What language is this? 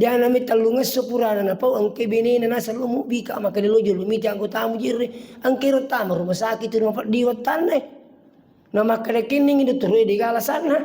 Buginese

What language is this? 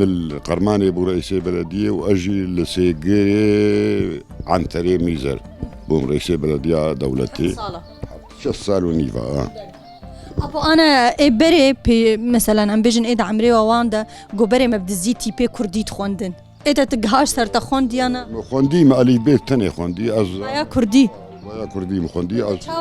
Kurdish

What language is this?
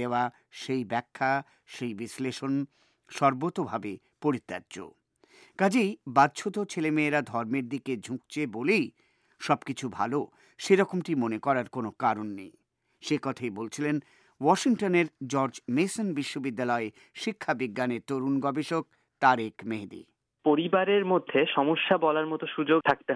Bangla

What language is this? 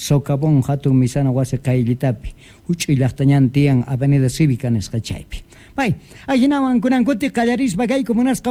South Bolivian Quechua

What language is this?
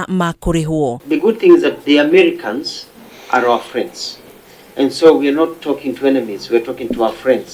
Kikuyu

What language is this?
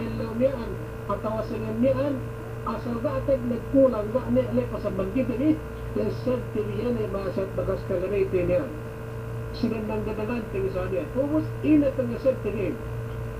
Yakan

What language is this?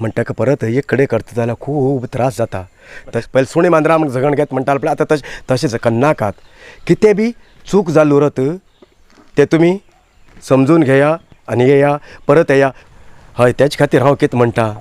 Konkani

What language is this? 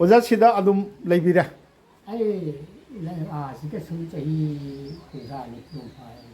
Manipuri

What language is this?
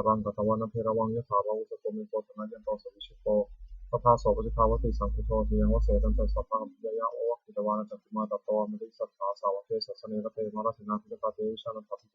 Pali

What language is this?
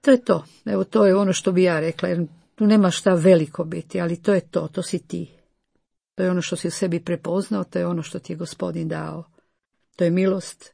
Croatian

